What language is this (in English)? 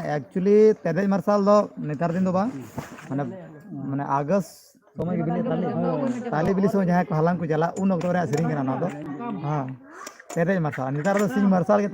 Santali